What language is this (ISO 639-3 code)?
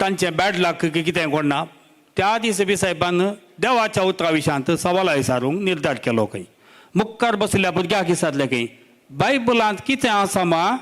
kok